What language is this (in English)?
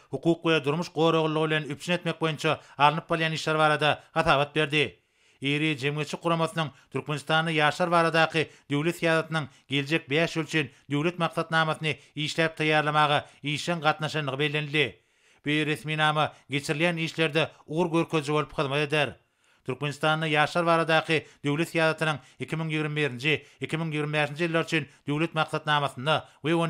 Turkmen